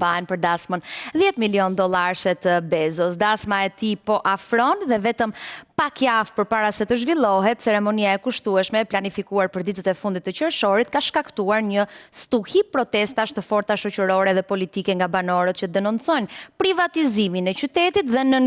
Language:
Albanian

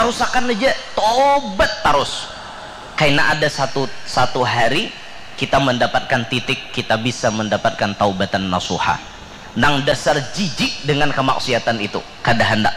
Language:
Banjar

